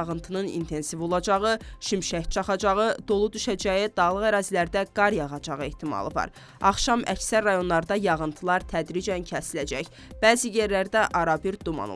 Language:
Azerbaijani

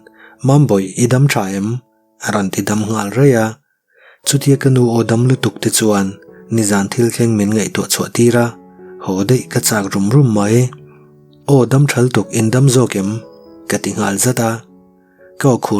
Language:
Mizo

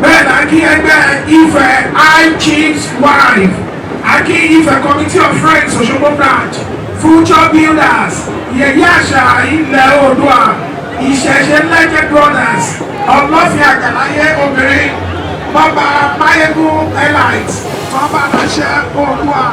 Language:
Yoruba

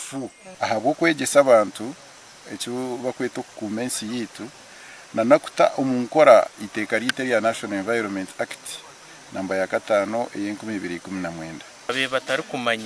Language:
Nyankole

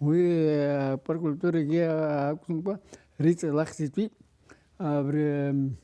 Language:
Abkhazian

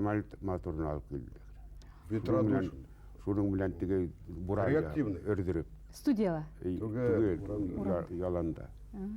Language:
Bashkir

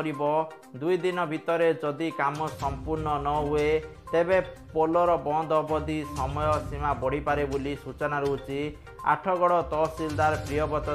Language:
Odia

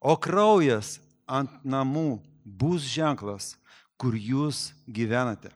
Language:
Lithuanian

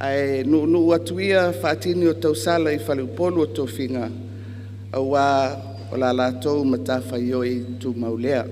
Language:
Samoan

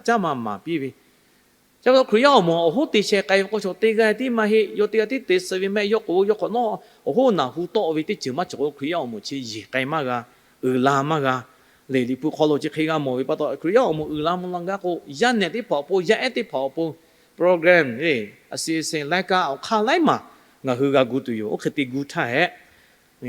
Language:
Lahu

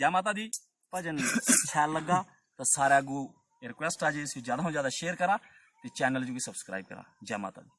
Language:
Dogri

